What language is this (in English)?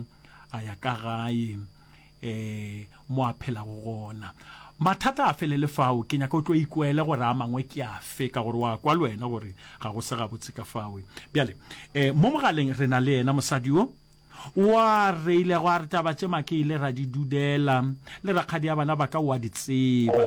Northern Sotho